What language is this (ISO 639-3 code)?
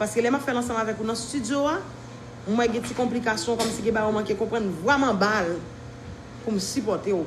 hat